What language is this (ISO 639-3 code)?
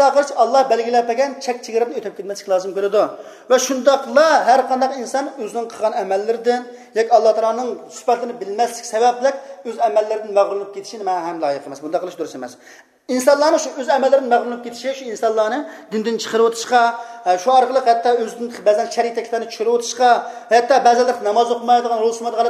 uig